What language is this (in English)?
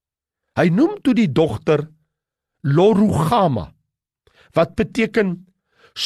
Afrikaans